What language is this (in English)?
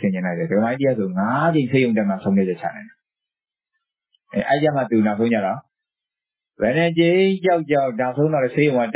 Burmese